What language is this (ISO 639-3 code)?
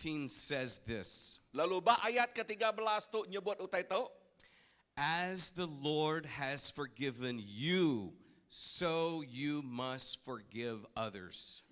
iba